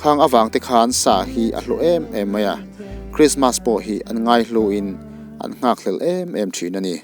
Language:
Mizo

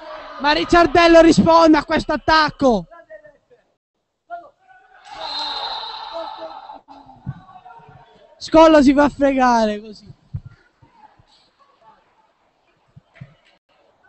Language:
Italian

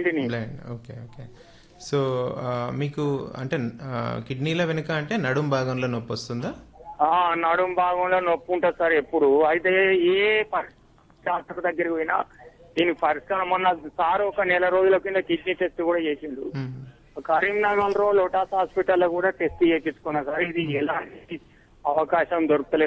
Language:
Telugu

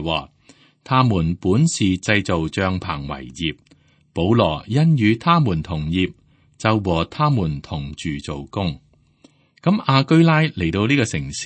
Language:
Cantonese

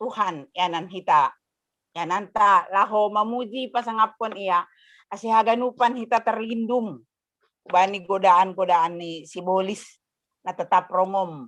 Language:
Batak Simalungun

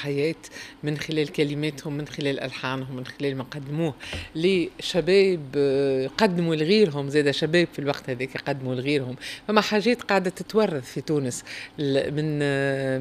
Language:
Tunisian Arabic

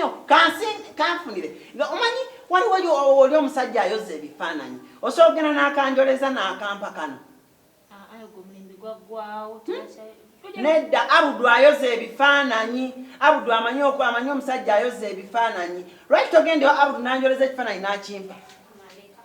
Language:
Ganda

